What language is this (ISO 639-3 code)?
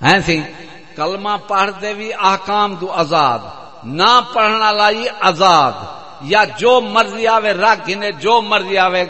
skr